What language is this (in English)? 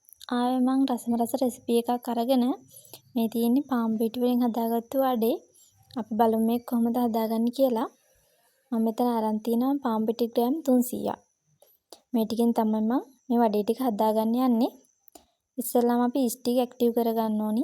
Sinhala